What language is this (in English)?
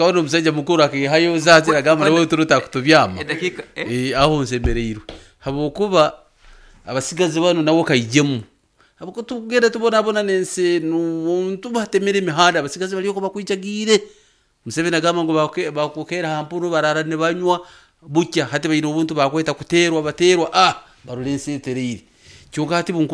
Nyankole